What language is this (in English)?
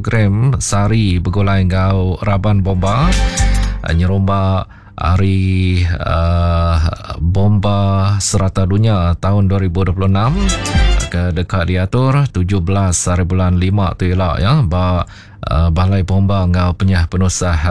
Iban